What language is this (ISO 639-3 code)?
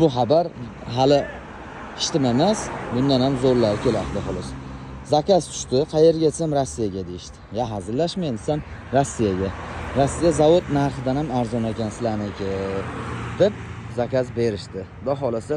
uzb